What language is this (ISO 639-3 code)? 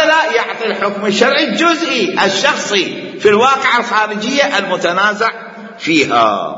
acm